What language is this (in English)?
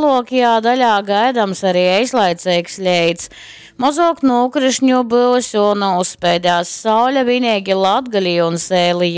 Latgalian